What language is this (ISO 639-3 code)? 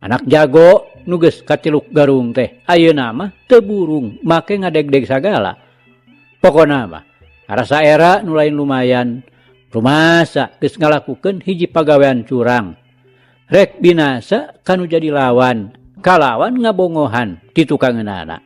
sun